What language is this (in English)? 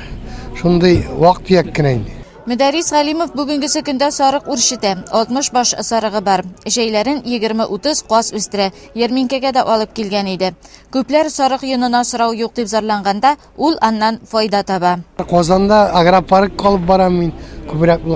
Tatar